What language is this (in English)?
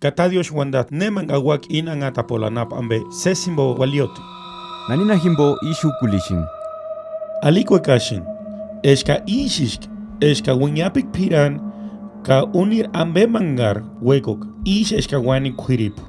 Purepecha